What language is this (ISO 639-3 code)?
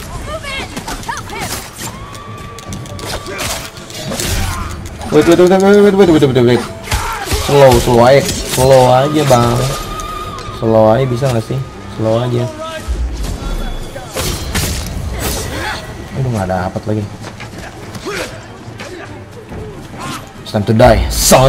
ind